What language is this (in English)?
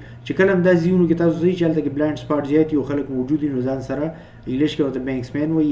Pashto